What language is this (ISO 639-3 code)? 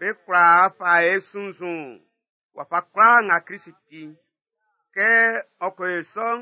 bci